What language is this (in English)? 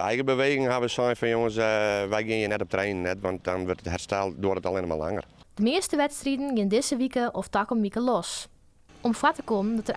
Western Frisian